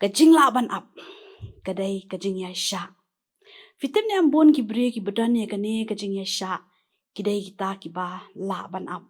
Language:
Khasi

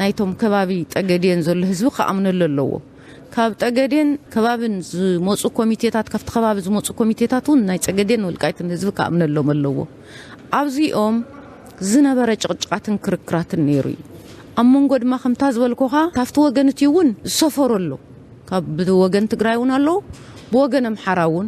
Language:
Tigrinya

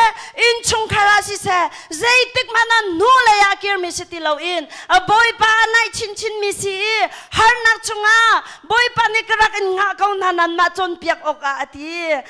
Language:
Hakha Chin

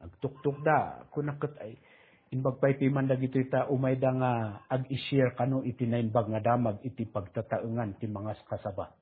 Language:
Iloko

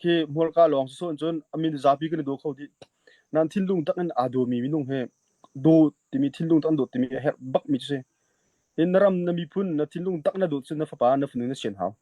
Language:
Hakha Chin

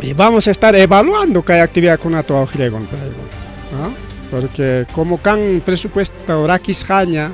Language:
Ayacucho Quechua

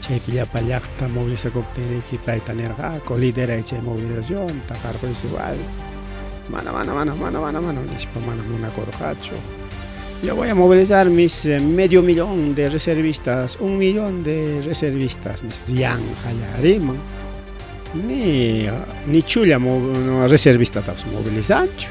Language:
Ayacucho Quechua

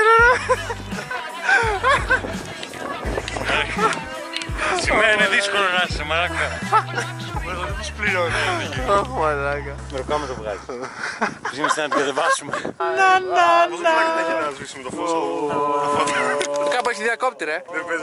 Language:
Greek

